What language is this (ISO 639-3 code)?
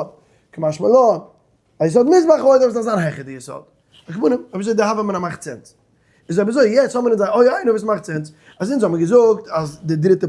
yid